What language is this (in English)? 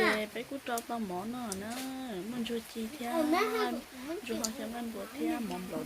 Hmong